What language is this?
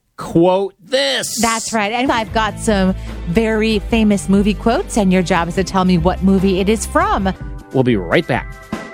English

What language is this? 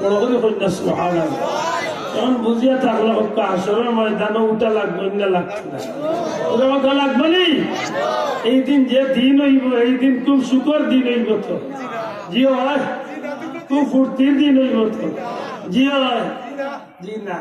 Sylheti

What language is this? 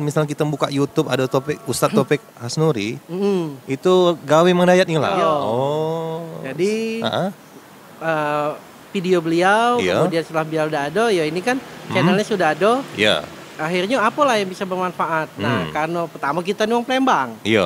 Musi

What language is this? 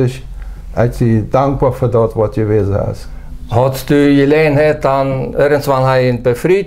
Plautdietsch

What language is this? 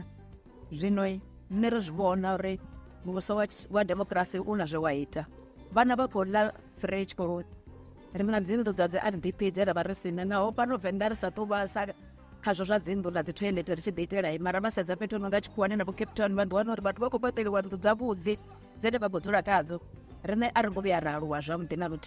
Venda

